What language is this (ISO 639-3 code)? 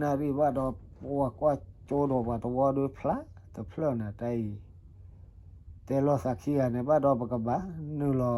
ksw